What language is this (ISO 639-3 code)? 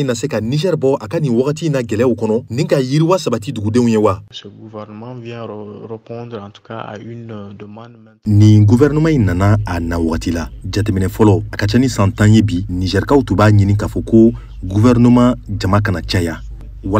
bam